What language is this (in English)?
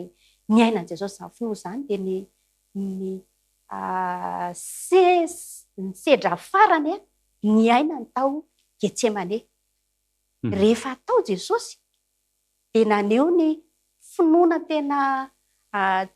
Malagasy